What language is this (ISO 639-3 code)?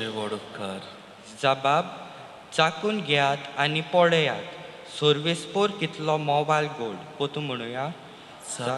kok